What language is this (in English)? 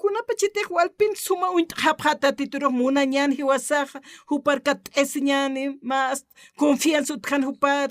Aymara